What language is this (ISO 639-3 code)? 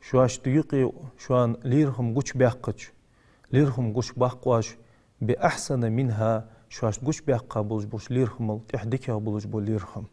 inh